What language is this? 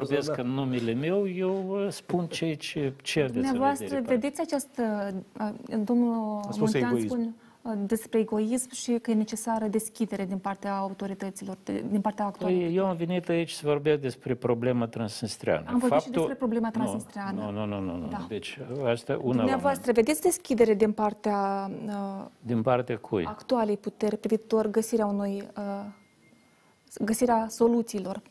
Romanian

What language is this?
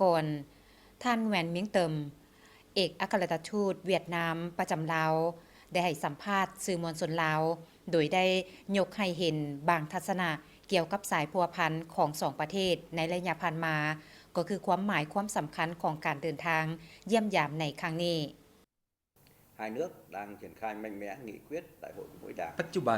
Lao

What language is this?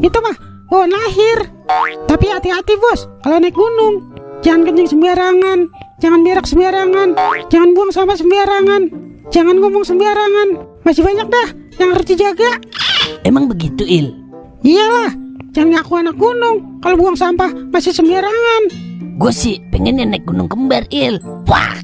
Betawi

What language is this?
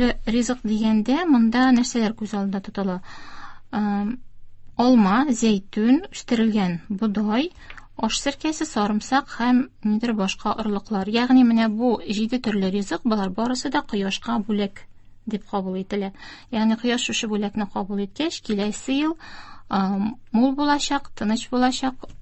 Tatar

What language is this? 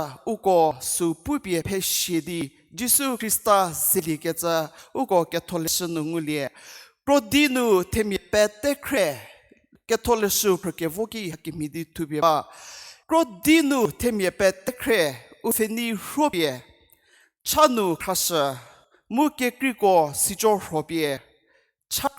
Angami Naga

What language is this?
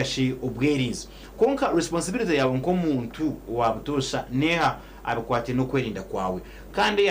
Nyankole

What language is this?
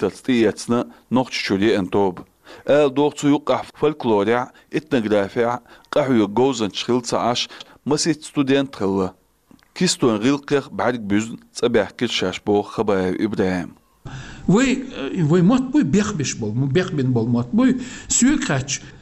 Chechen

